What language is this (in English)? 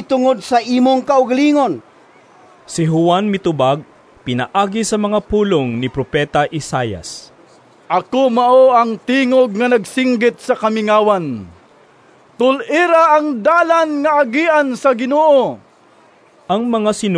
Cebuano